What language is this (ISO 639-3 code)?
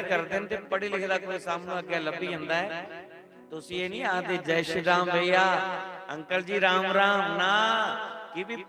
doi